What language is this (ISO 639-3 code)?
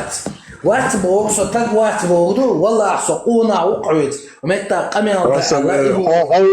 che